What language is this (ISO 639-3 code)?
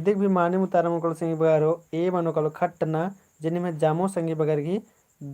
kru